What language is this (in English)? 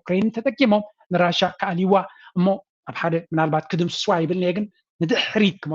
Tigrinya